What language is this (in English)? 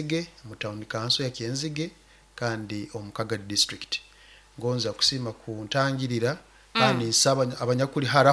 Nyoro